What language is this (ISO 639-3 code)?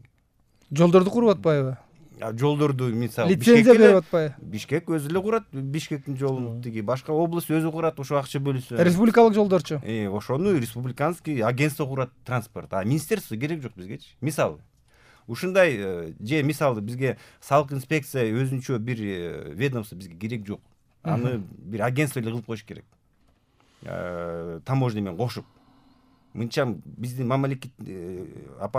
kir